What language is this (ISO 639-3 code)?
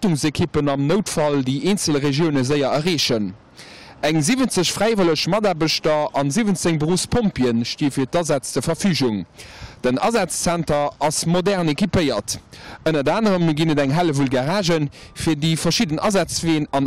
ltz